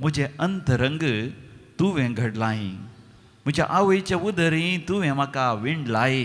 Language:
Konkani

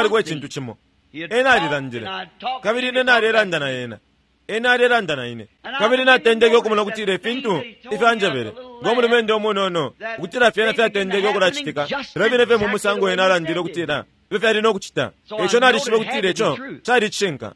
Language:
Bemba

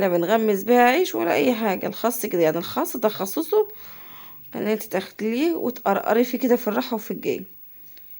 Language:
Egyptian Arabic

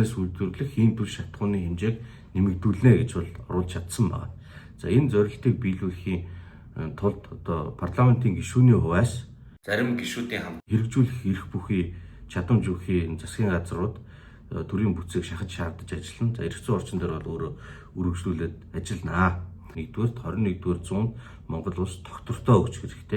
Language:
Mongolian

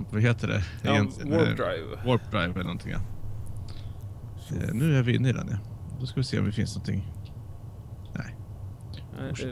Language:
Swedish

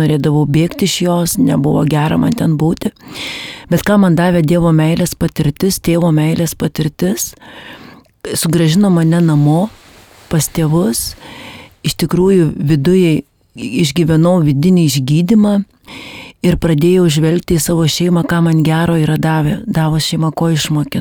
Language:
Lithuanian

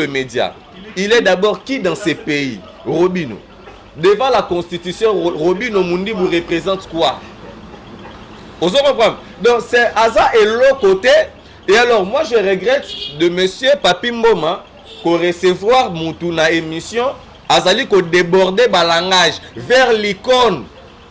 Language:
Lingala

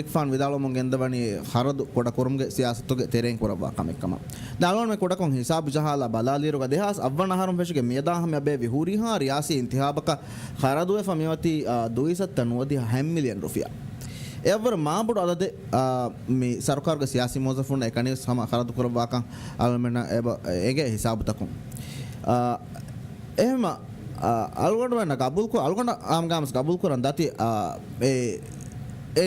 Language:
Divehi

